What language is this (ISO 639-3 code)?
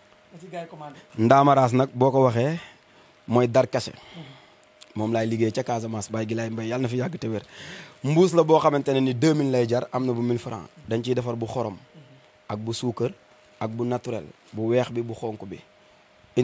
wol